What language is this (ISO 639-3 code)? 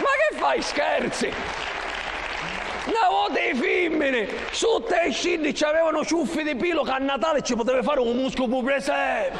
scn